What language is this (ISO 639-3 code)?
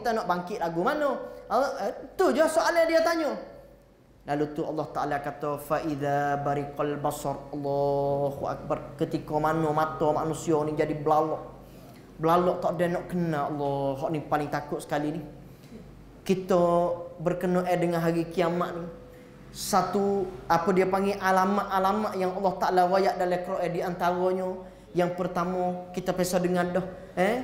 msa